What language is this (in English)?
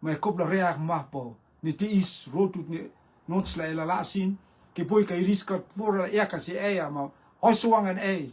Rotuman